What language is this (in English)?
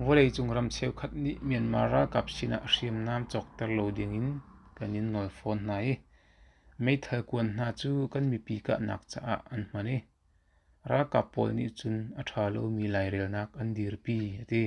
Hakha Chin